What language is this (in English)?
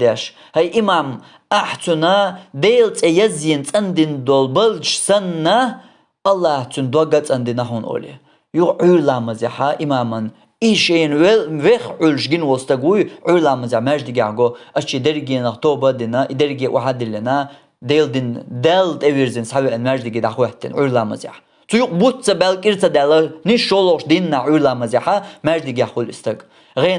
Chechen